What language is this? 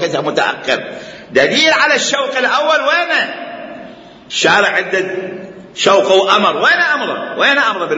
Mesopotamian Arabic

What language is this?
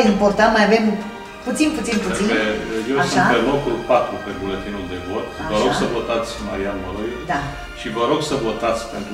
Romanian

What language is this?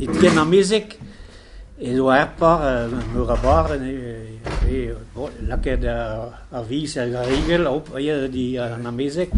Breton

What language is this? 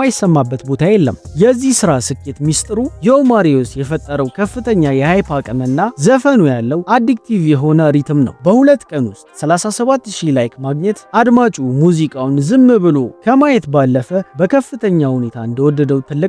Amharic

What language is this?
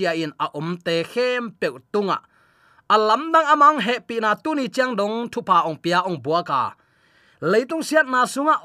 Tedim Chin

